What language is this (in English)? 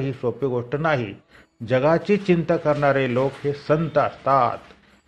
Marathi